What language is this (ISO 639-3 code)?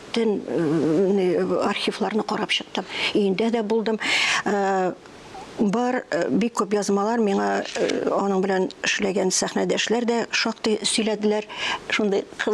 tat